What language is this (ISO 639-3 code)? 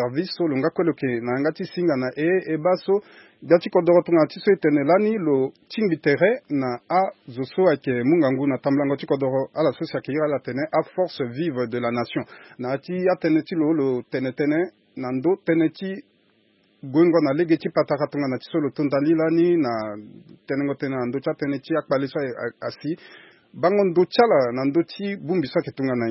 sag